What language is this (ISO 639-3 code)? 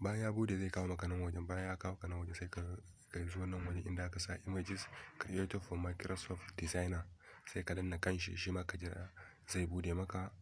hau